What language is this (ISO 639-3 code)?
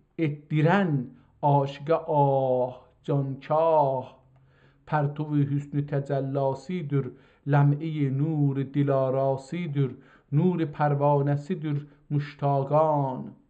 azb